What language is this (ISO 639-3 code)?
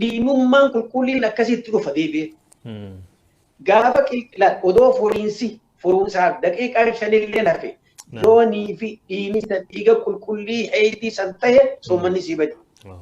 orm